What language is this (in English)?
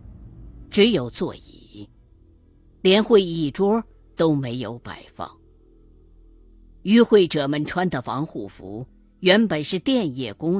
Chinese